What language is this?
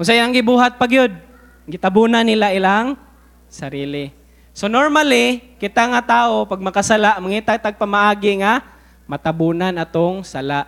Cebuano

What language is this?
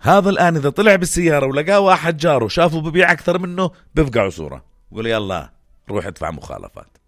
North Levantine Arabic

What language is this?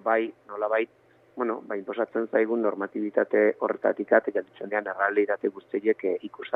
Basque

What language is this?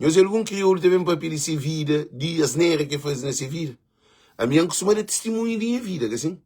Kabuverdianu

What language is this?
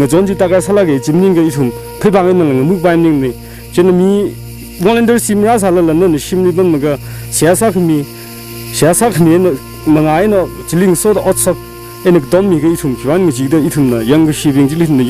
Tangkhul Naga (India)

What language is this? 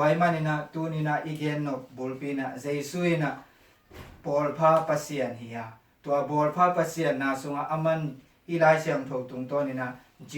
Tedim Chin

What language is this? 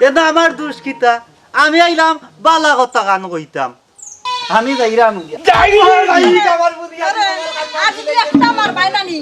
Sylheti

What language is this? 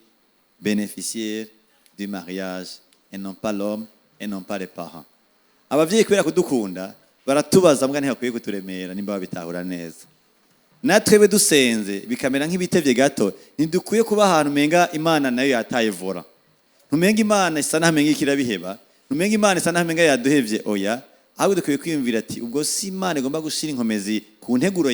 Rundi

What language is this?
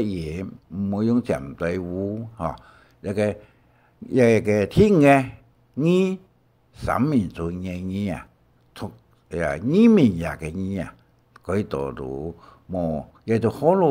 Hakka Chinese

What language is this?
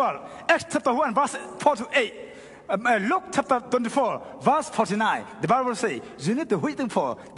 Tedim Chin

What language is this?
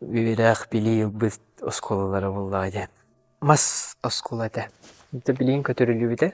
Yakut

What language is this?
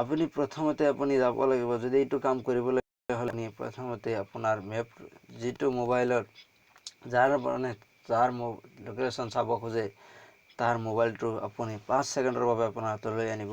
Assamese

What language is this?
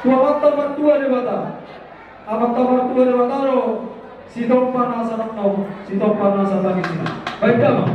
Batak Toba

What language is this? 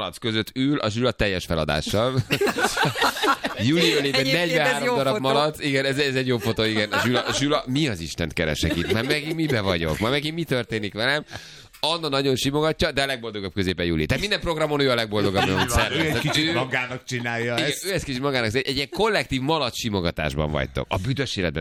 Hungarian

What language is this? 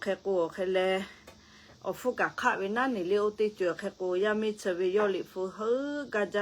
Lahu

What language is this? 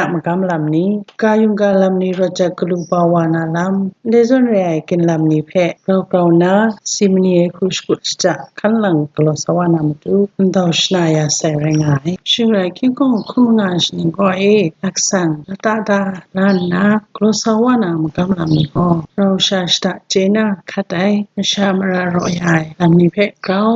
Kachin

